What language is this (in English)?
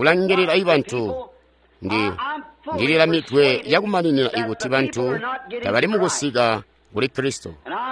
Tonga (Zambia)